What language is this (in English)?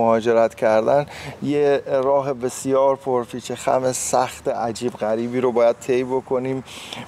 Persian